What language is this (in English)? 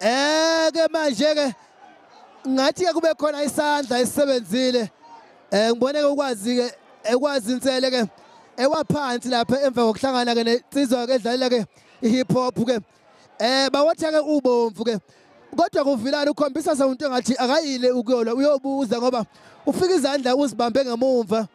Zulu